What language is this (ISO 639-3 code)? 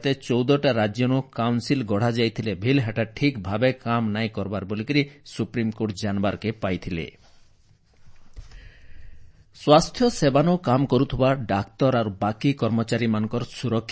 ori